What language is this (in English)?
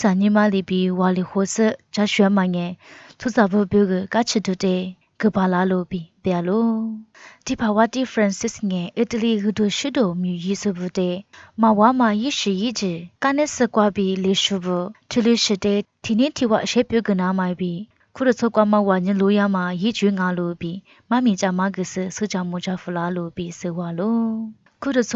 Lisu